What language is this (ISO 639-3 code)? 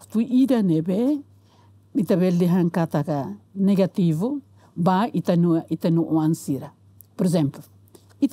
tet